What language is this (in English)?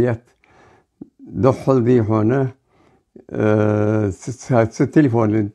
Ingush